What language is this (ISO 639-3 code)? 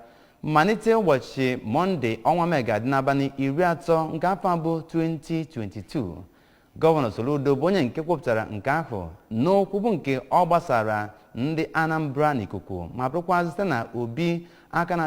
ibo